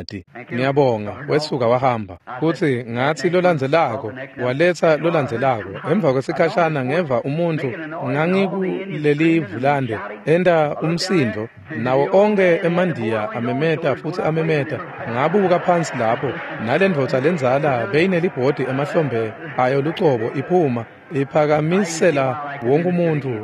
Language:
Swati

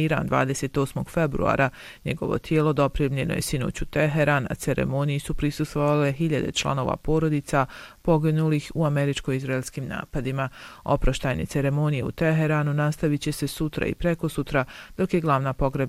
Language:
Bosnian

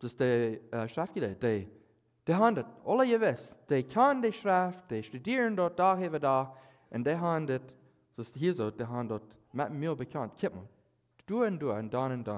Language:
Plautdietsch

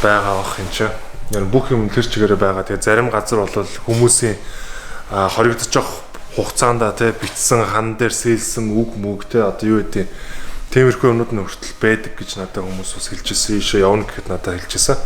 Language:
Mongolian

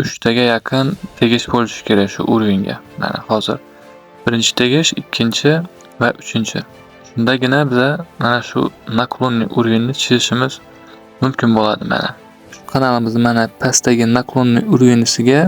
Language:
Uzbek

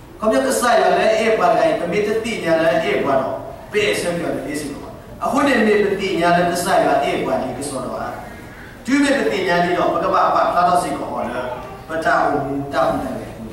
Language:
S'gaw Karen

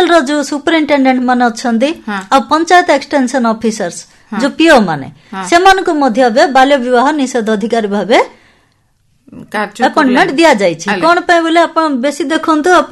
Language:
Odia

